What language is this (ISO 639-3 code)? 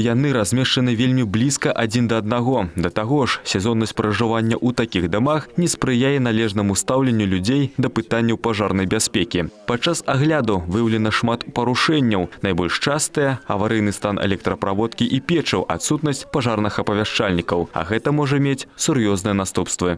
bel